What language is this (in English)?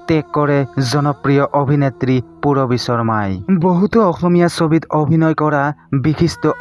Assamese